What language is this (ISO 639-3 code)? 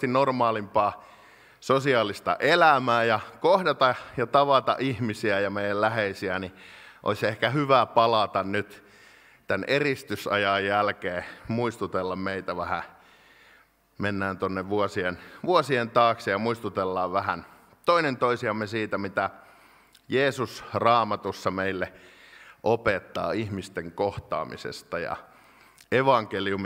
fin